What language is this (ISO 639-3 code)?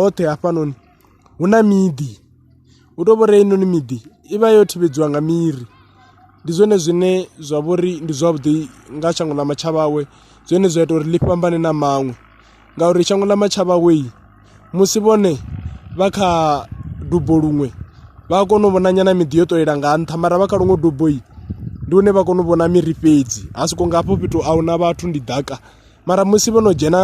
ven